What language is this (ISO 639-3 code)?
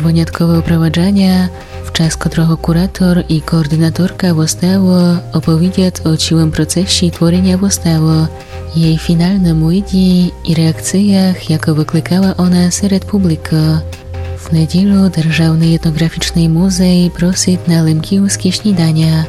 rue